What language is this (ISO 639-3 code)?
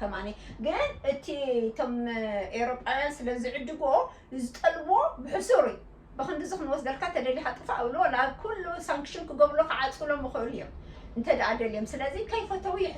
tir